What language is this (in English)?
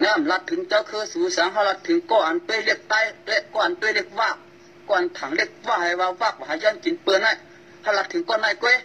Shan